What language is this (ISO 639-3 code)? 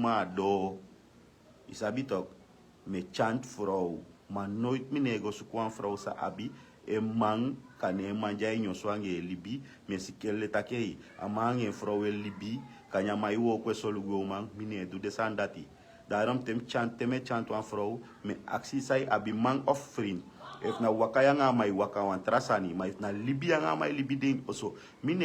srn